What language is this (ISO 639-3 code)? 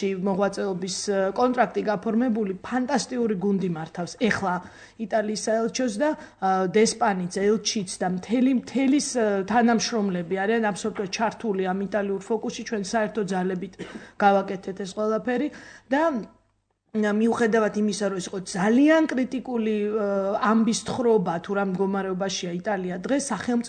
kat